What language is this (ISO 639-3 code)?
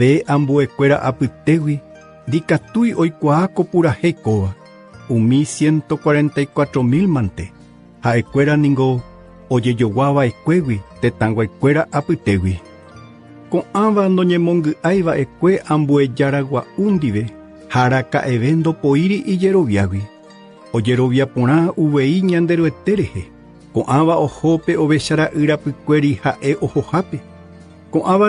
grn